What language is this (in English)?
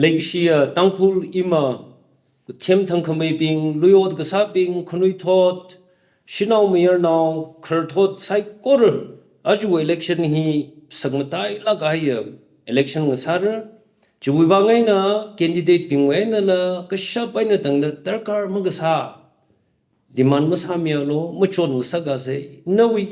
Tangkhul Naga (India)